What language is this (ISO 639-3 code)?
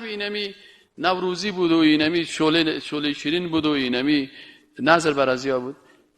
fas